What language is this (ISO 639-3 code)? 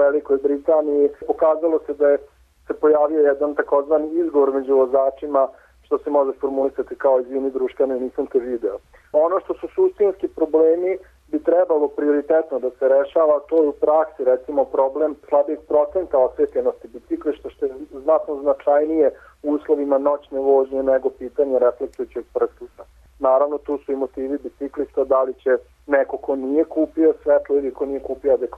srp